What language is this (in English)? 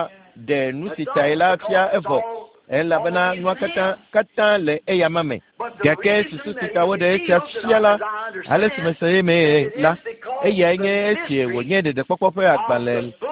Ewe